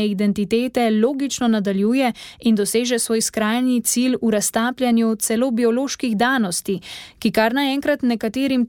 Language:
Slovenian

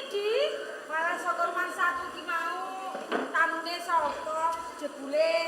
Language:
Javanese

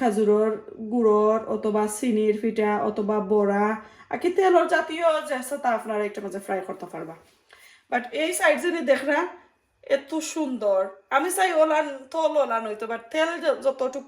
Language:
Sylheti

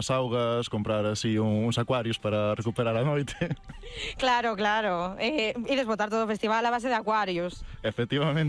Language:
Galician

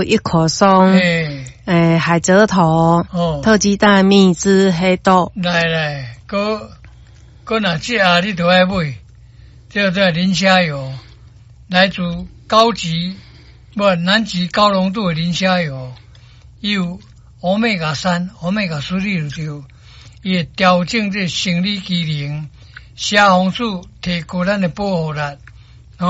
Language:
Min Nan Chinese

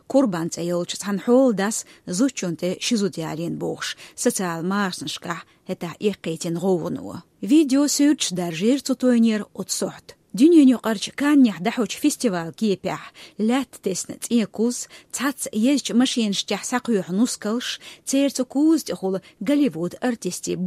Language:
Chechen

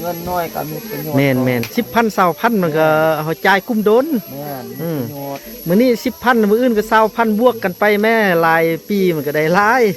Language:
Lao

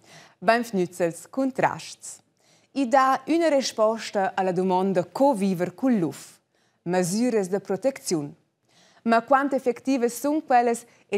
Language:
Romansh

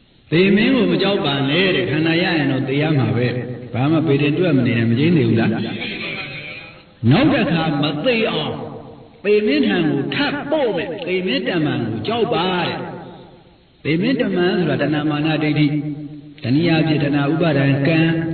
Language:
Burmese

